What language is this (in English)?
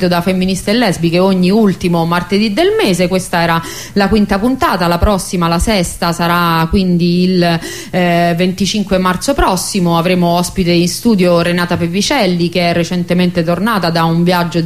Italian